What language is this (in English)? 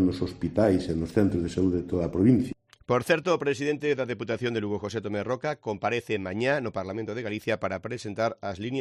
Galician